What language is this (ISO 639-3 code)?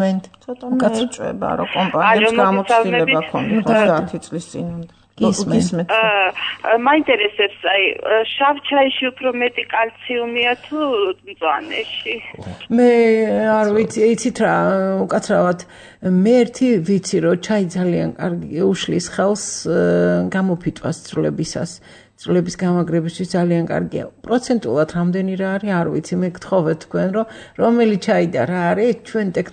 kat